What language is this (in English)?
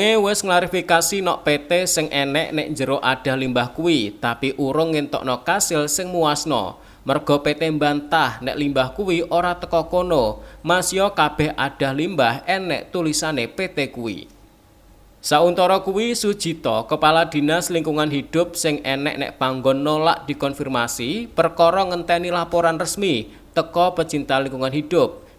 Javanese